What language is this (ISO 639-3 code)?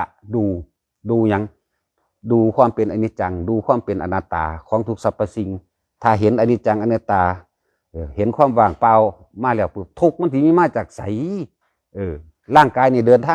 lao